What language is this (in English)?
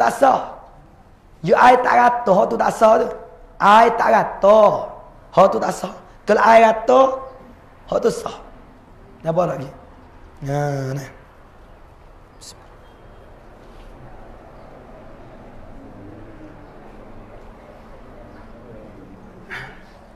Pattani Malay